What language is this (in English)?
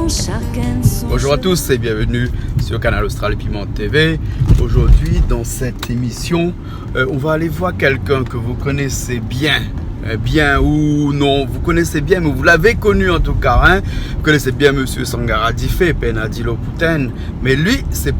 Réunion Creole French